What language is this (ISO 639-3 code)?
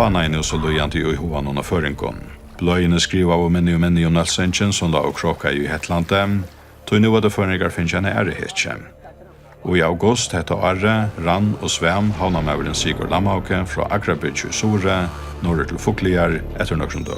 fao